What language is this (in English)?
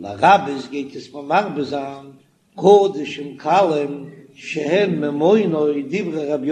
Yiddish